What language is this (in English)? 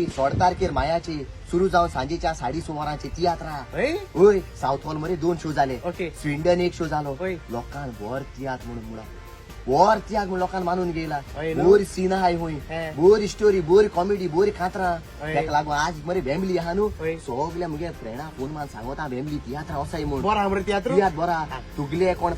Konkani